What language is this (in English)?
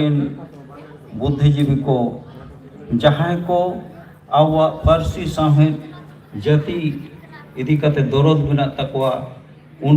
Santali